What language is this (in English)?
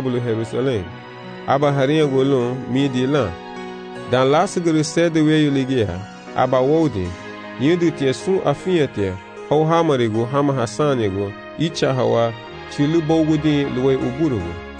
Garifuna